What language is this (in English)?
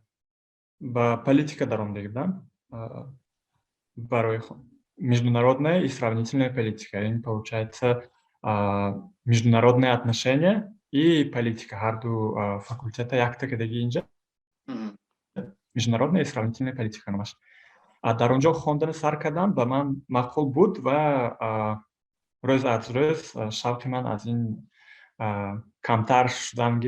Tajik